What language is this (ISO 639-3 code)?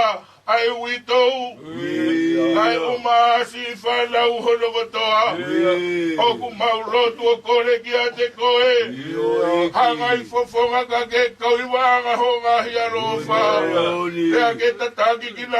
ton